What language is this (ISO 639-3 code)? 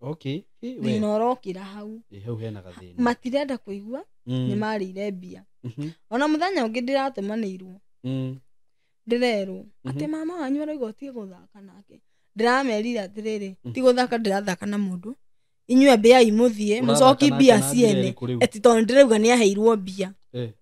kik